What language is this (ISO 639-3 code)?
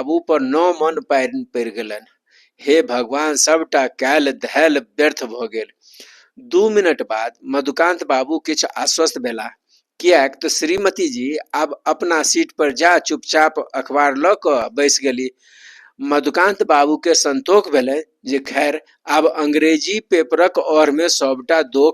mai